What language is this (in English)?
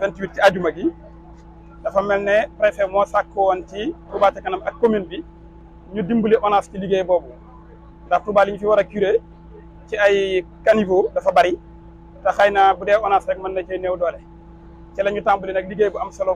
Wolof